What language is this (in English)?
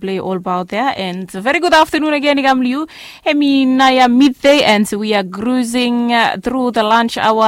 Bislama